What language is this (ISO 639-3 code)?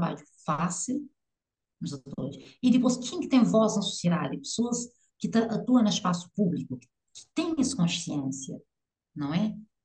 kea